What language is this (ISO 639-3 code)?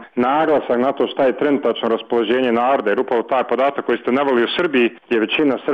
bos